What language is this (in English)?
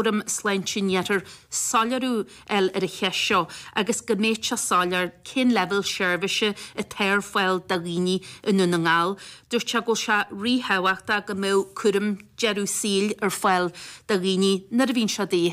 Irish